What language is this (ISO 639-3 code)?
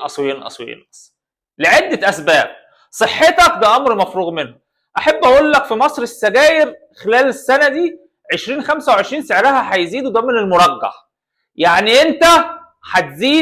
arz